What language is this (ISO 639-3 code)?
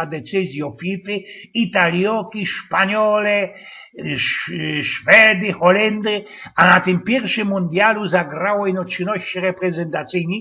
szl